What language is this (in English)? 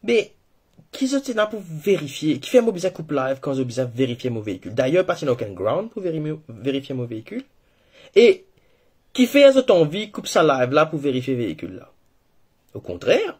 Morisyen